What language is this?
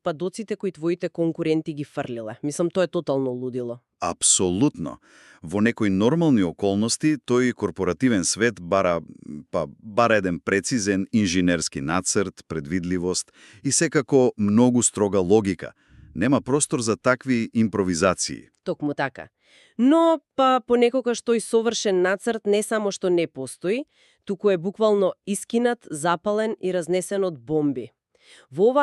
Macedonian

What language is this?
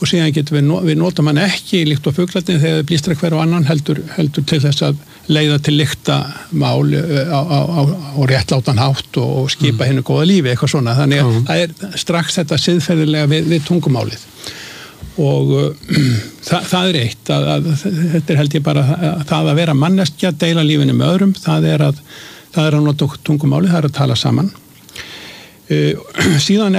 Icelandic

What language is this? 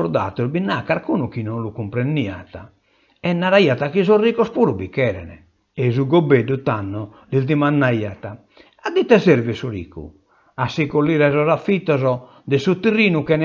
Sardinian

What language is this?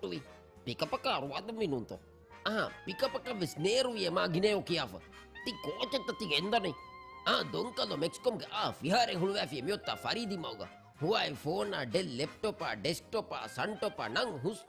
Divehi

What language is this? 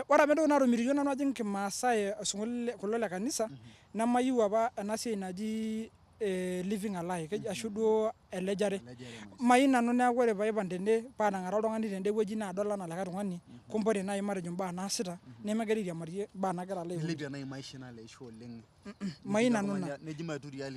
Masai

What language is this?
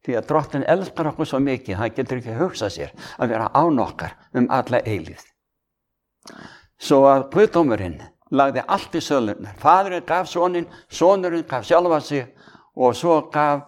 Icelandic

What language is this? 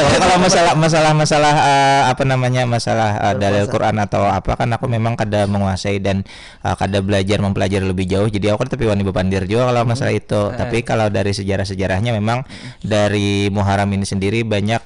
Banjar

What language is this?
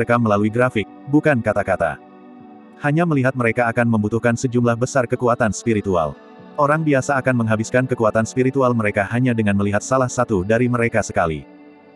Indonesian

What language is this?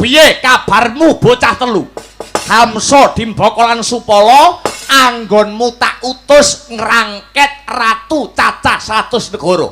Javanese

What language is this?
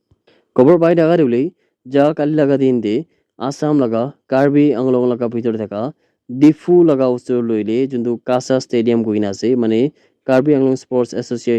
Naga Pidgin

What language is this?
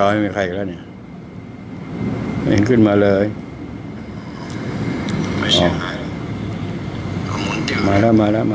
Thai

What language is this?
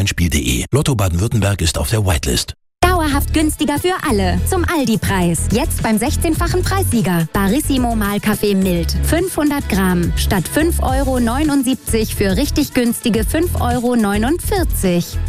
German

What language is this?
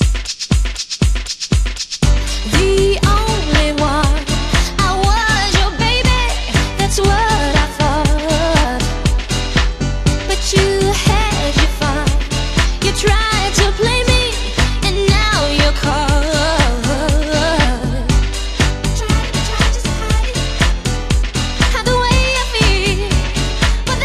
English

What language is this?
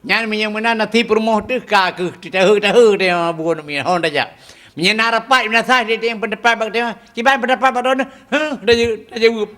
Achinese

